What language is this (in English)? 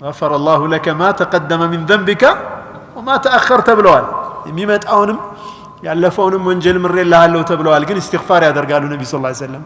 Amharic